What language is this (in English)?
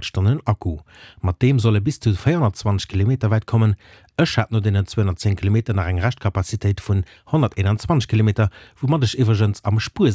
Luxembourgish